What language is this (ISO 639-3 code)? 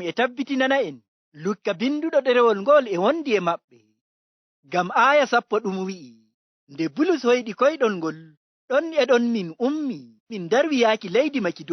fuv